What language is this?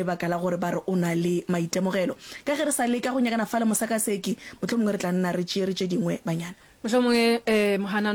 Northern Sotho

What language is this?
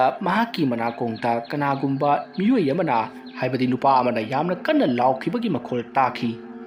Manipuri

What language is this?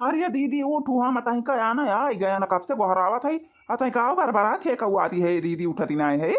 Awadhi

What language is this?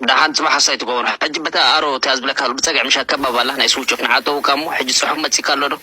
Tigrinya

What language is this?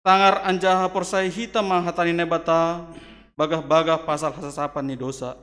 Batak Simalungun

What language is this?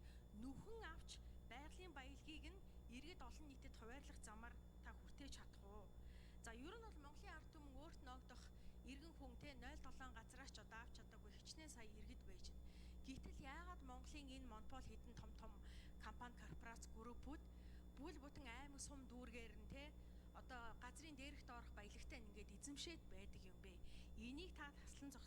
Mongolian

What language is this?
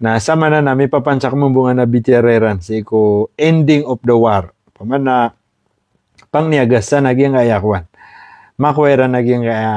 Maranao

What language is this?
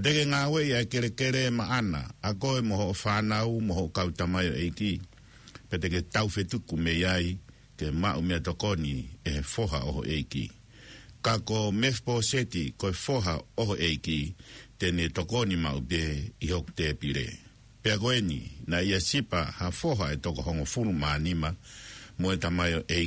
Tongan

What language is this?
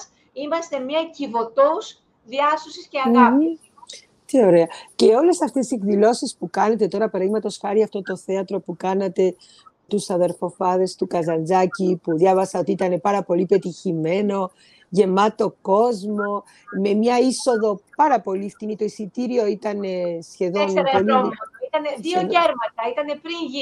Greek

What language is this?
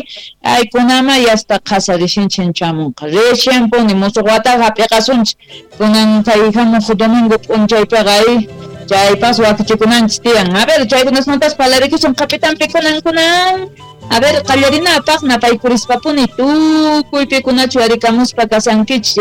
South Bolivian Quechua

